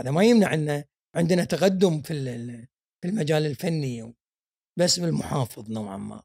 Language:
Gulf Arabic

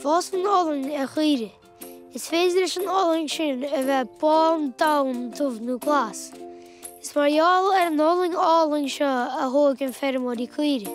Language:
Irish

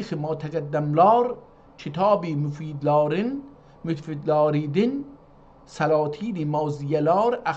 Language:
South Azerbaijani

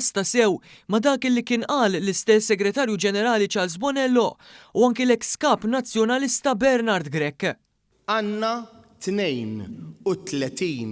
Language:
Maltese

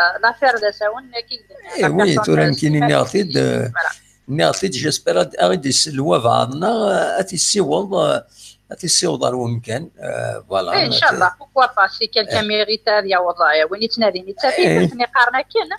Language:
Kabyle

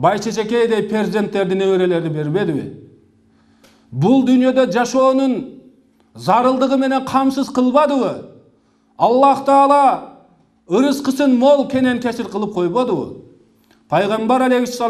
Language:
Kyrgyz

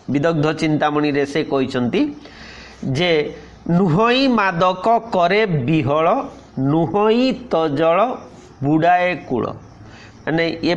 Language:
Odia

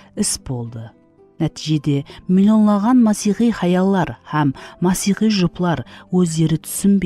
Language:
Kara-Kalpak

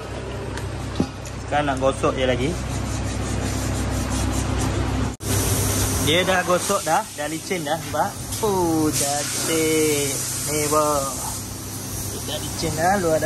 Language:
Malay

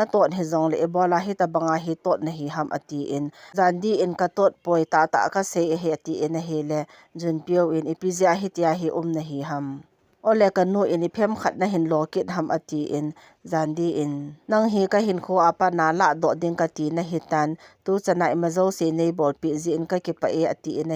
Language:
Thado Chin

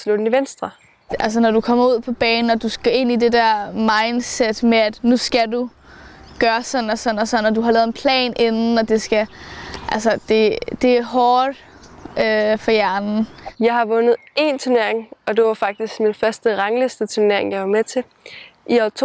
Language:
Danish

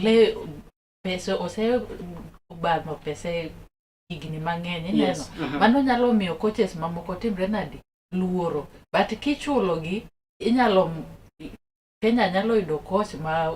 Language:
Luo (Kenya and Tanzania)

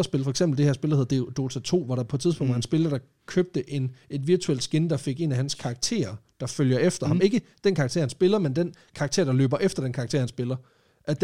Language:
Danish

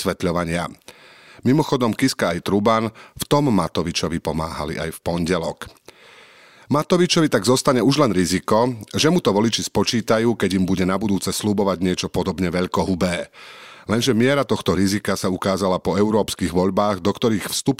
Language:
Slovak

